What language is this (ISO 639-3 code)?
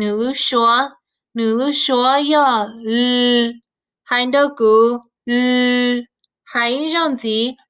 hmn